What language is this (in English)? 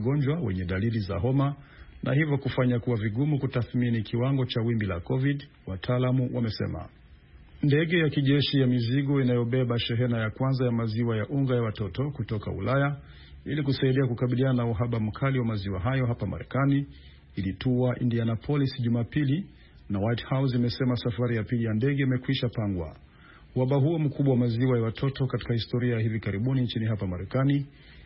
Swahili